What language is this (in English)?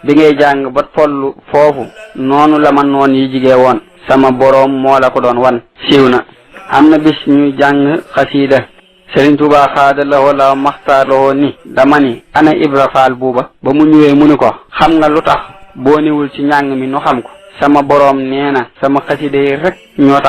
Wolof